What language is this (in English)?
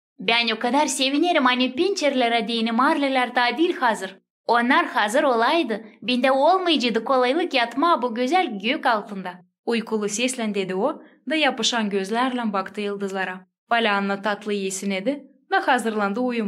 Gagauz